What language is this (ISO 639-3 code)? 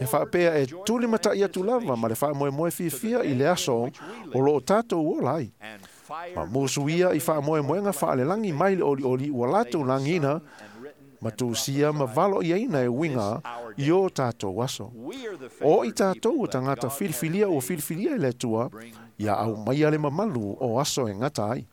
smo